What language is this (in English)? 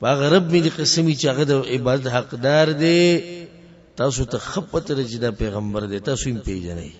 Pashto